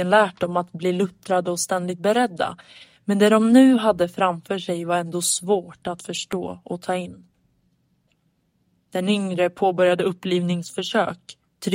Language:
Swedish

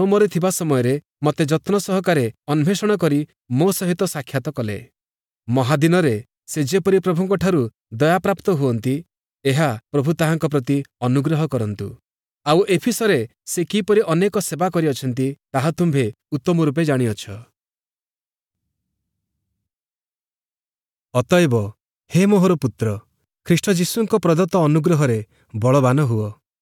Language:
Odia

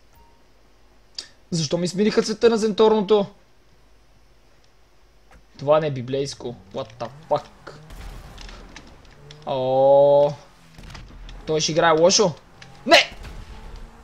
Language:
Bulgarian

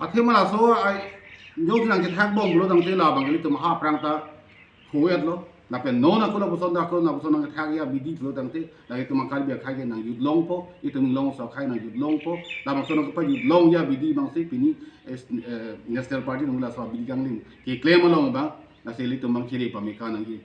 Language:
Karbi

